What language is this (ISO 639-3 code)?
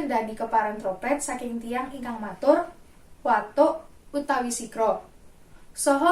jav